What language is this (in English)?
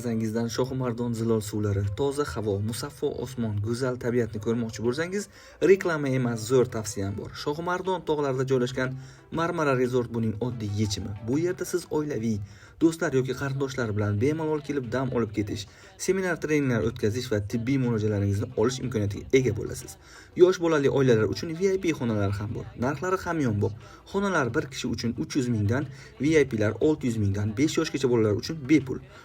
Uzbek